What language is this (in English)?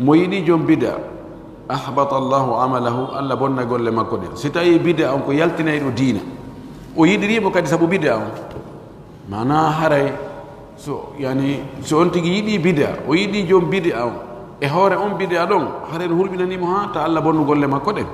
Pular